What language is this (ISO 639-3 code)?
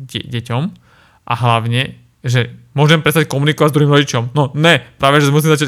slk